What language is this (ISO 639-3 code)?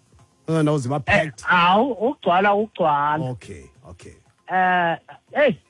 xho